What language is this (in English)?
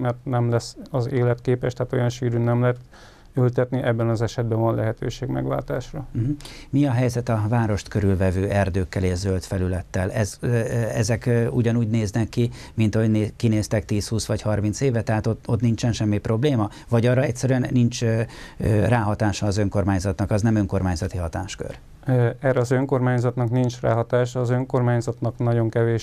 Hungarian